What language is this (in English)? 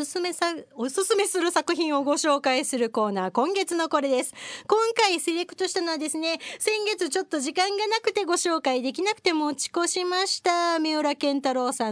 Japanese